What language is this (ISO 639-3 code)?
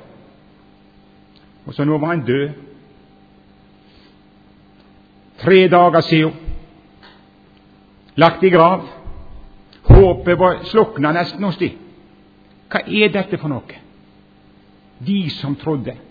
nor